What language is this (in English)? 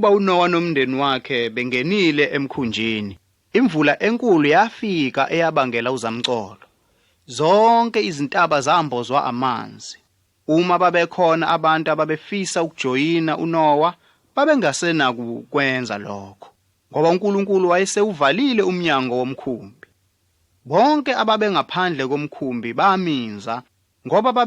Zulu